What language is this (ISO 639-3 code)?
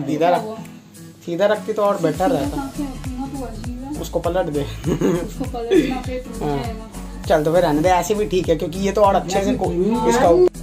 hin